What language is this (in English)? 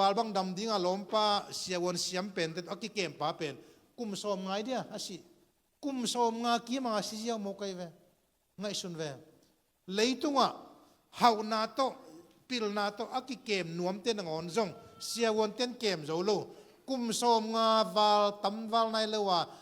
Tedim Chin